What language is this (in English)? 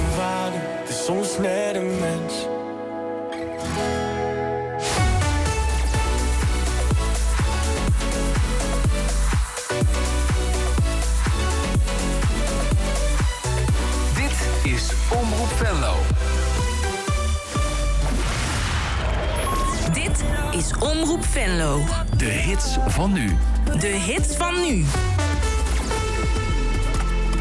Dutch